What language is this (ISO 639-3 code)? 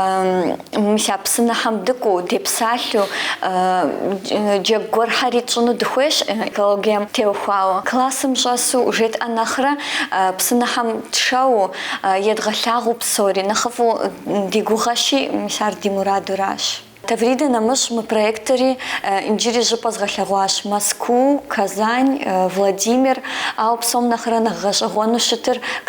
kbd